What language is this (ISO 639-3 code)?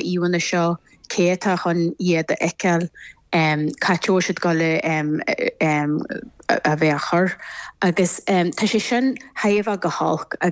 gle